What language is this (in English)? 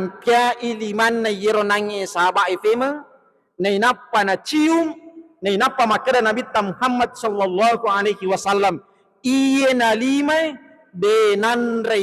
Buginese